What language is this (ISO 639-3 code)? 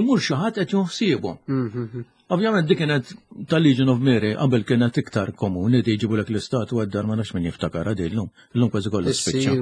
mlt